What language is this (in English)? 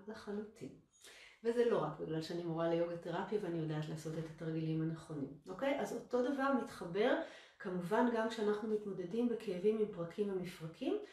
Hebrew